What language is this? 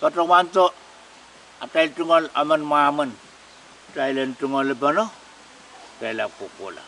Pohnpeian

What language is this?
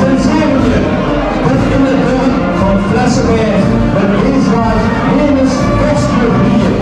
Limburgish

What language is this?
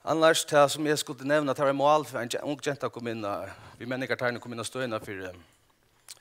Faroese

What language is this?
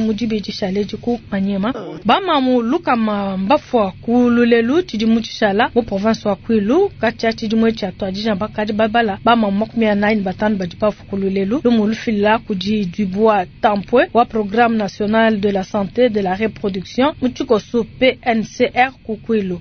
Luba-Lulua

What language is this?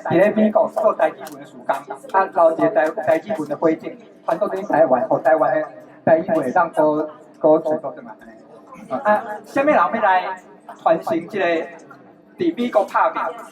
Min Nan Chinese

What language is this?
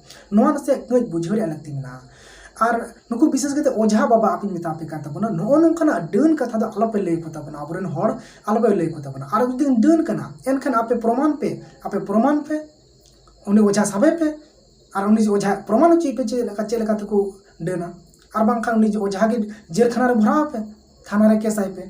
Santali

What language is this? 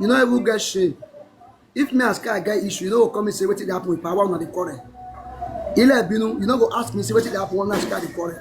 Nigerian Pidgin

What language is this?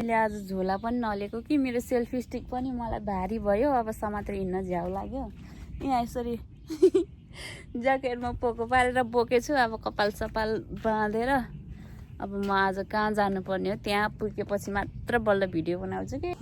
Nepali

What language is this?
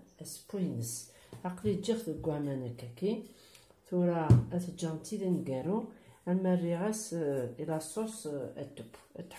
Kabyle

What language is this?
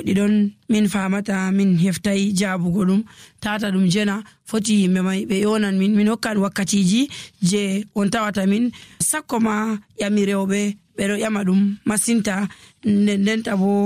Nigerian Fulfulde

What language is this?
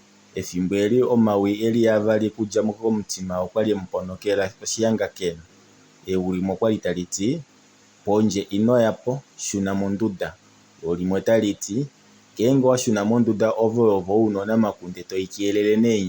Kuanyama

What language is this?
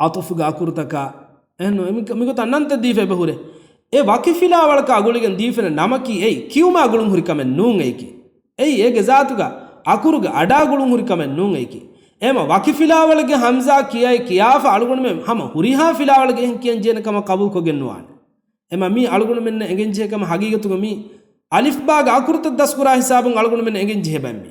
Divehi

